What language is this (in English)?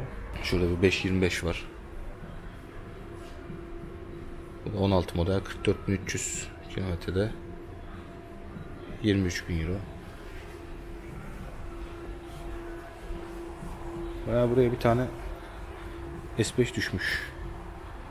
Turkish